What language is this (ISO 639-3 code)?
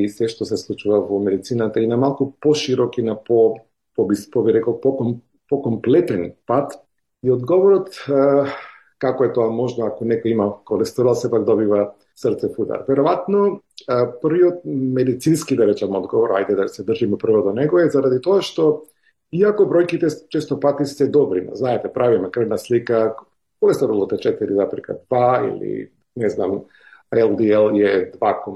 mkd